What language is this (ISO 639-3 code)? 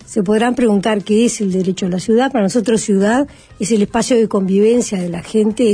spa